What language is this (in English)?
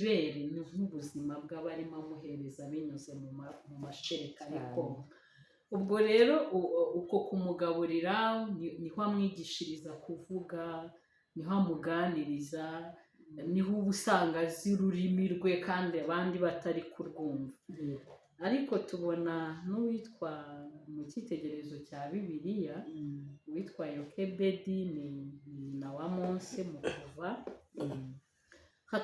Kinyarwanda